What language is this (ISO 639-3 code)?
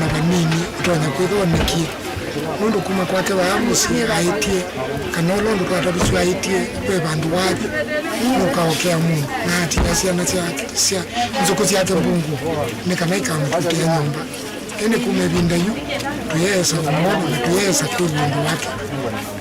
kam